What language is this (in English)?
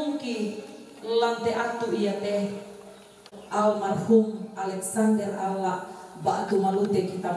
Toraja-Sa'dan